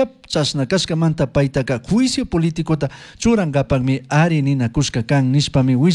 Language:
Chimborazo Highland Quichua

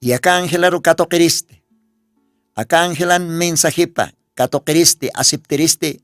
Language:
Aymara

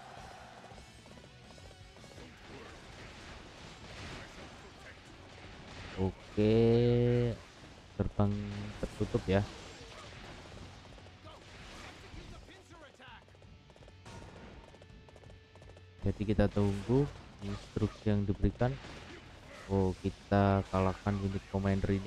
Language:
Indonesian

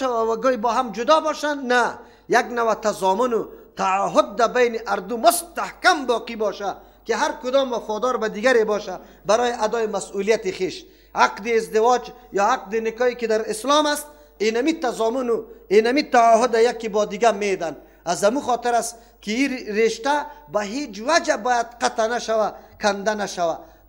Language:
Persian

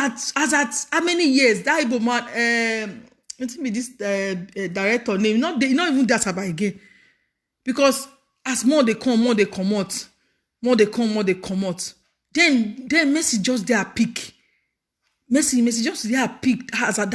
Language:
Nigerian Pidgin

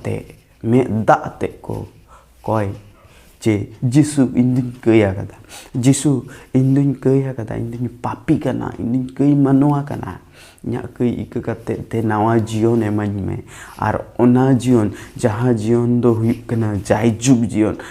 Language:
Santali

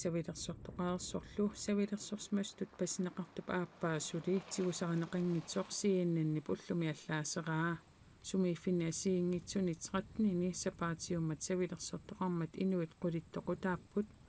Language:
Kalaallisut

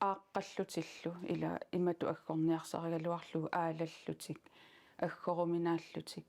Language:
Kalaallisut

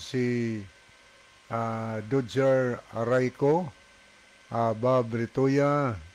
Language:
Cebuano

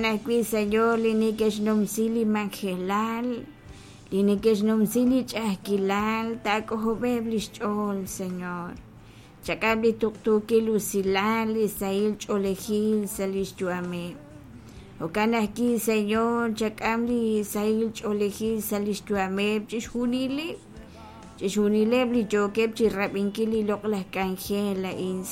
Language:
Kekchí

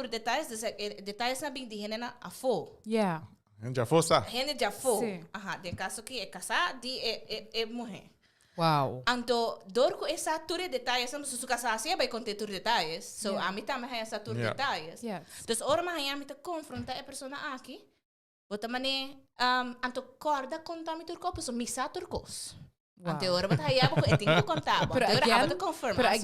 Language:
Papiamento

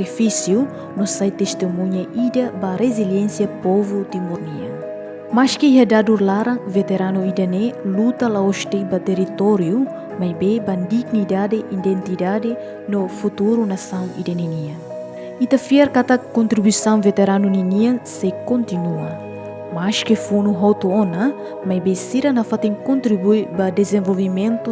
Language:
Tetum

